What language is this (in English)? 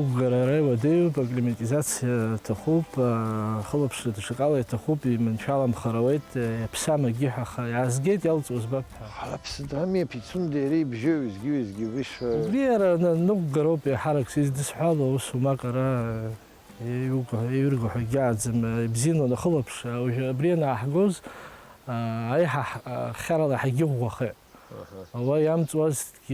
Abkhazian